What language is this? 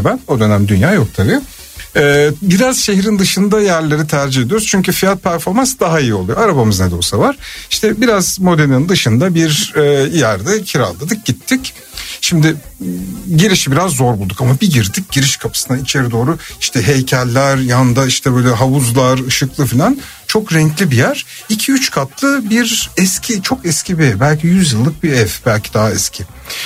Turkish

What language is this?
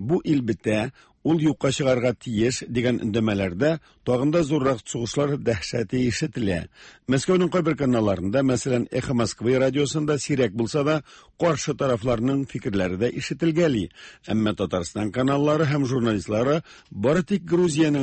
Tatar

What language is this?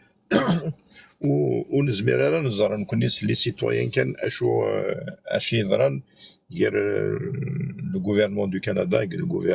Kabyle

